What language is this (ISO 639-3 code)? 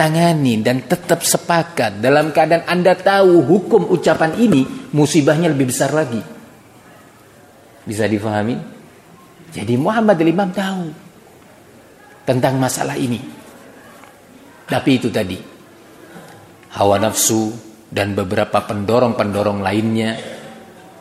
ind